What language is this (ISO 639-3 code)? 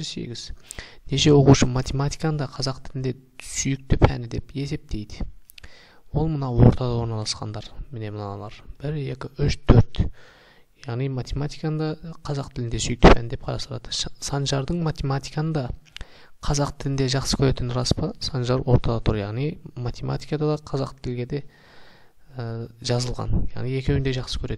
kaz